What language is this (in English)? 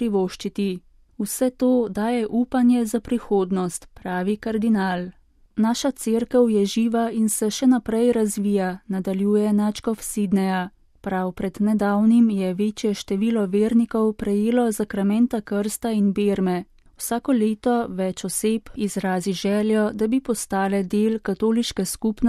Slovenian